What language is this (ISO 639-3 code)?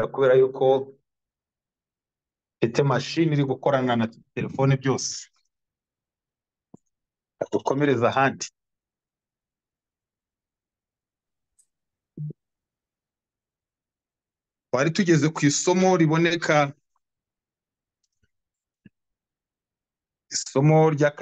kin